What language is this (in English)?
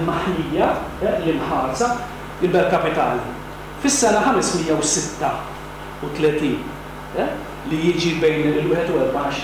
Maltese